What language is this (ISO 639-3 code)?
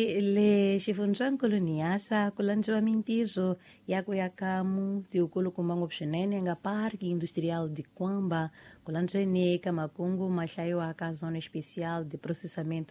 tso